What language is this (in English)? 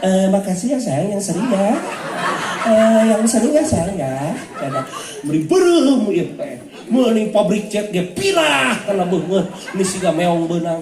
Sundanese